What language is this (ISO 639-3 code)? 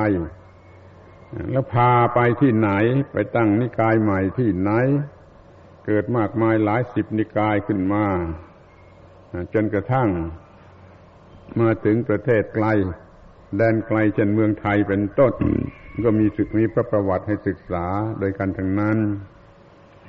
tha